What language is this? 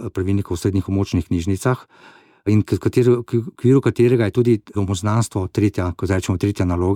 Slovenian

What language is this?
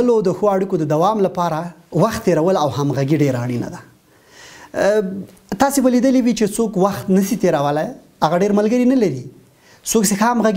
Pashto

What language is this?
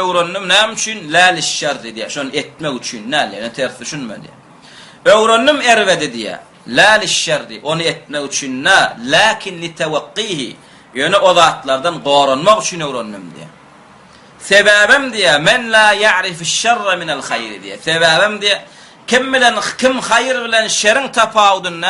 Turkmen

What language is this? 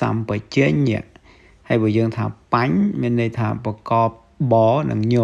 Khmer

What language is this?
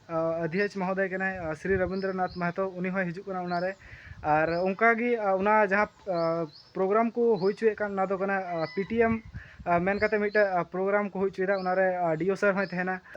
Santali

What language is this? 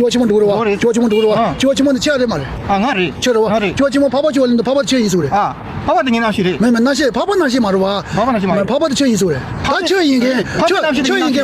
Tibetan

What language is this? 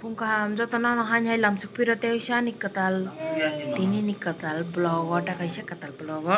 Kok Borok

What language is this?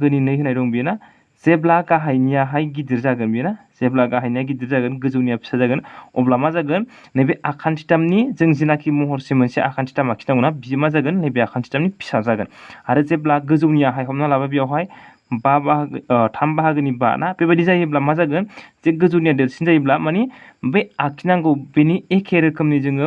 Bodo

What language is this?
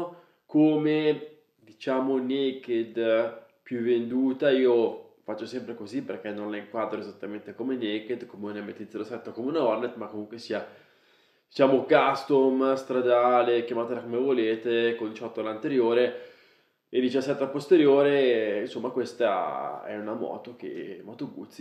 Italian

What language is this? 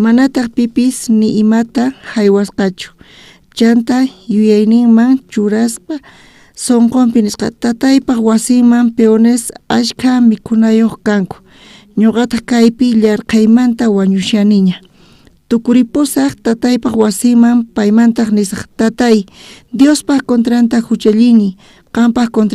South Bolivian Quechua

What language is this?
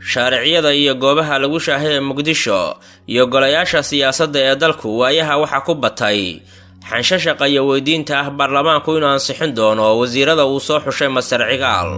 Somali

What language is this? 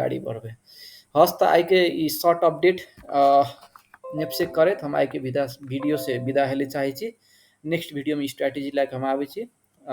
Maithili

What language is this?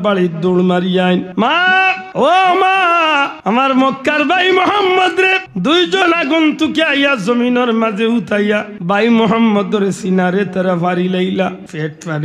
Sylheti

